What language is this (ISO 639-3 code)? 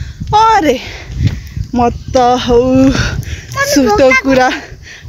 nep